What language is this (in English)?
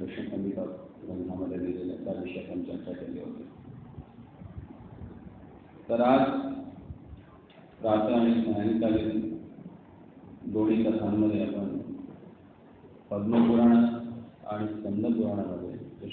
Marathi